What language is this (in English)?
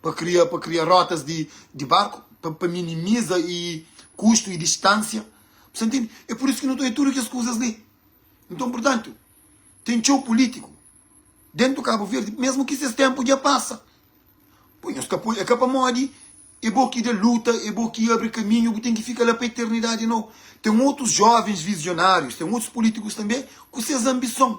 Kabuverdianu